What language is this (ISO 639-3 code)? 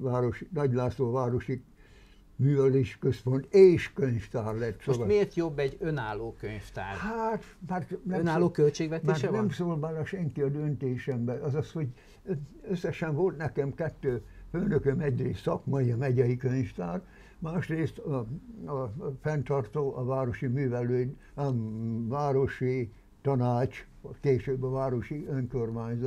hun